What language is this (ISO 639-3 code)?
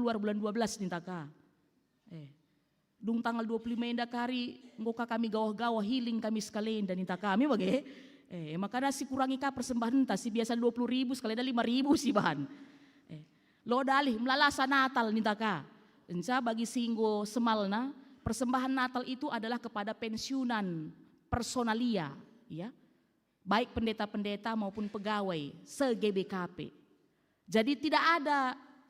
btx